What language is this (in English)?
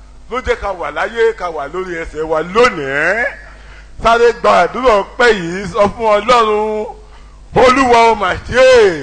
Yoruba